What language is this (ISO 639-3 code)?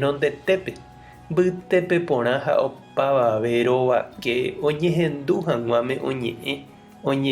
grn